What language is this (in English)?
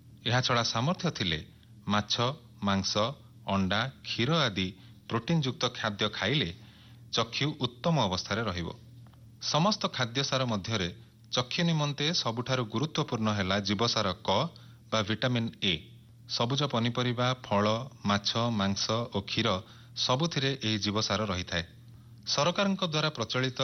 Odia